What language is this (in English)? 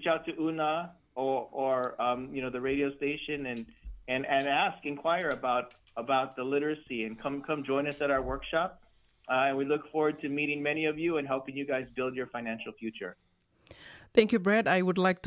Fijian